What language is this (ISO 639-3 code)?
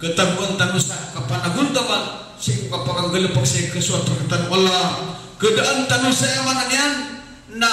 mrw